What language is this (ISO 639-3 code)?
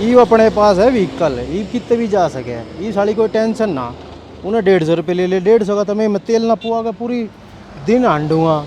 bgc